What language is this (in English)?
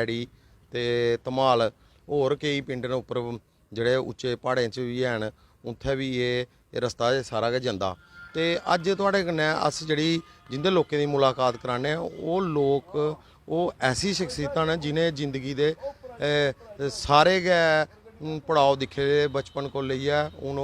Dogri